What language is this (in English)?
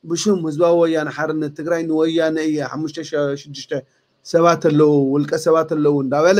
Tigrinya